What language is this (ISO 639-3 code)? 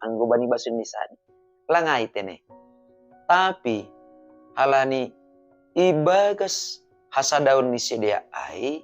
bts